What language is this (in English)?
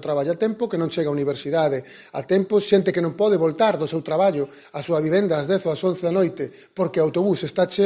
Galician